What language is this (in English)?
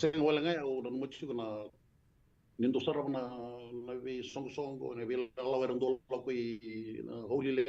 Fijian